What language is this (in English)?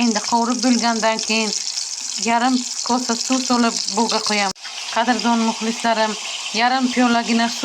Uzbek